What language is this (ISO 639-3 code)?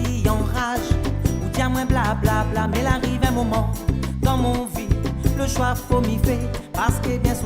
rcf